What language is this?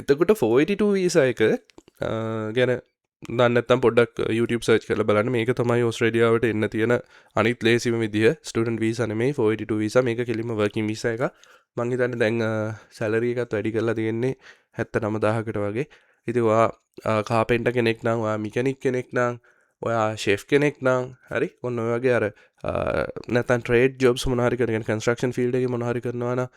Sinhala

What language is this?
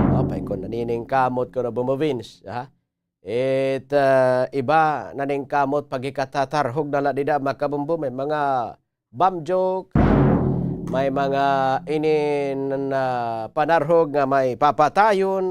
Waray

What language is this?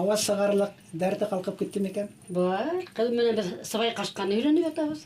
Bashkir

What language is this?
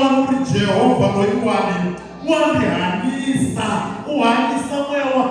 Tsonga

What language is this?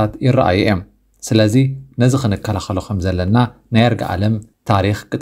Tigrinya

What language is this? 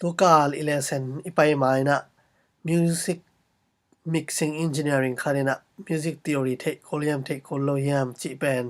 Tedim Chin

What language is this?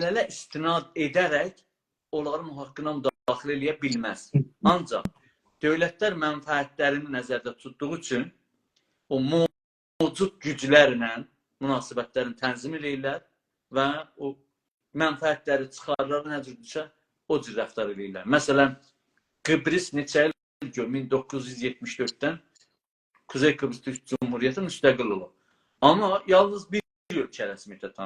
South Azerbaijani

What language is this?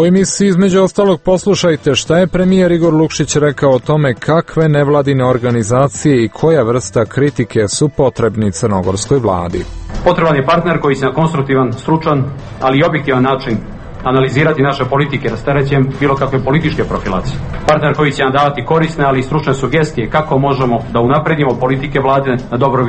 Serbian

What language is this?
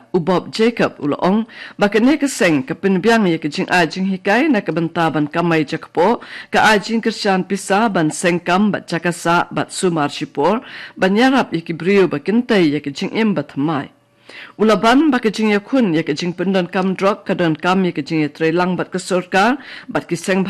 Khasi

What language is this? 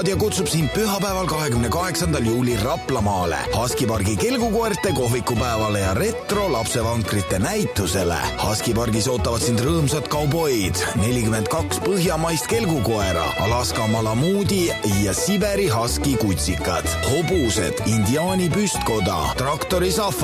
Estonian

